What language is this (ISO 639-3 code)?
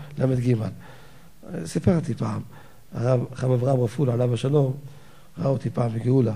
heb